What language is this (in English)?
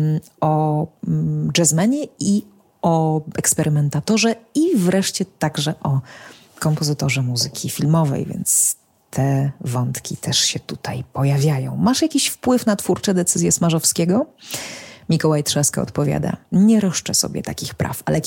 Polish